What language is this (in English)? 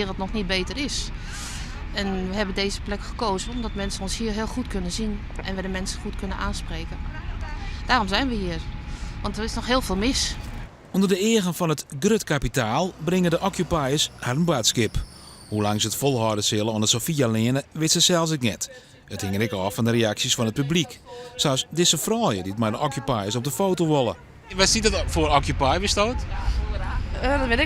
Western Frisian